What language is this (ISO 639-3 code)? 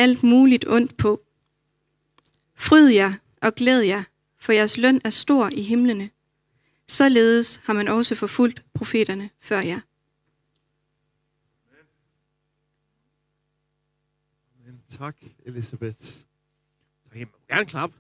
dan